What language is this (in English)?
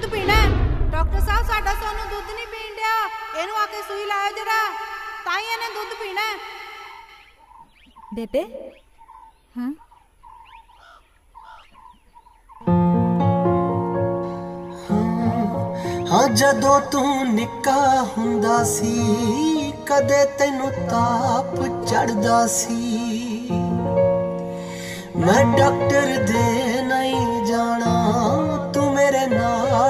Punjabi